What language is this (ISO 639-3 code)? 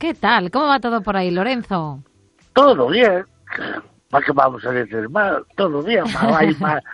spa